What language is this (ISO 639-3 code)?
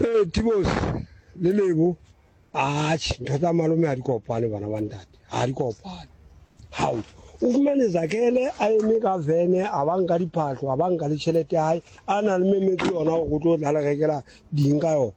sot